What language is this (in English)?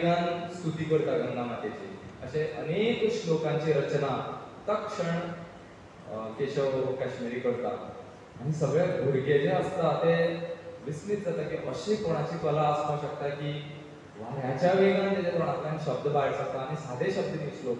Konkani